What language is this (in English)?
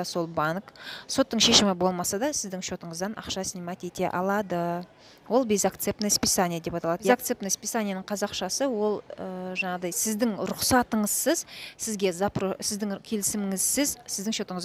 Kazakh